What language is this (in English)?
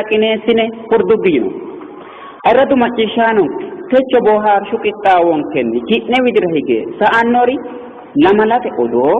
Sidamo